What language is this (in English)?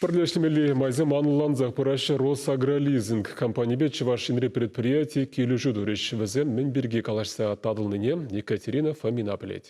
Chuvash